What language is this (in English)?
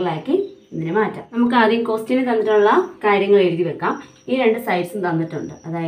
Malayalam